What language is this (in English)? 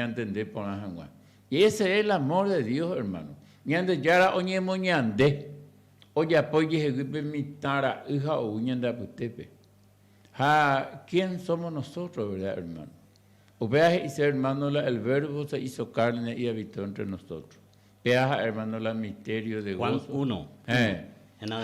Guarani